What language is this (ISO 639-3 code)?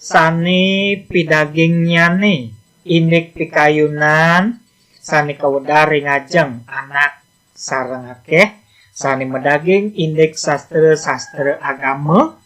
ban